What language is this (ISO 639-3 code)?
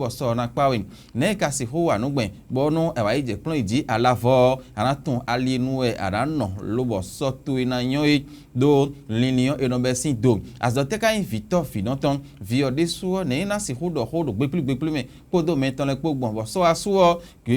fon